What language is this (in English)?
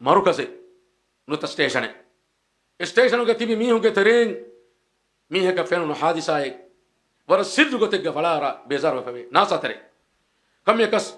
Divehi